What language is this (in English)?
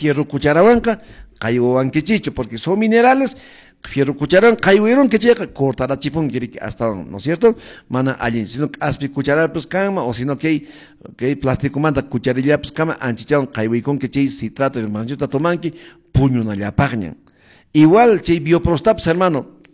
Quechua